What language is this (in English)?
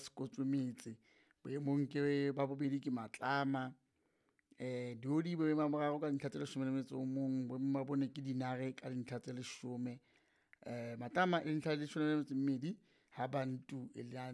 Southern Sotho